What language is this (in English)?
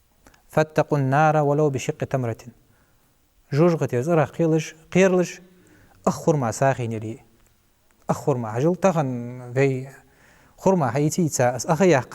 Ingush